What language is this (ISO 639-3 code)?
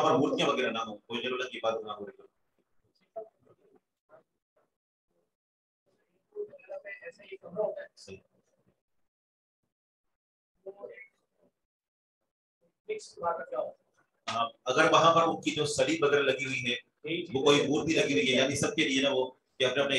urd